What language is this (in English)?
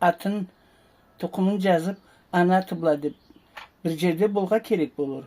Karachay-Balkar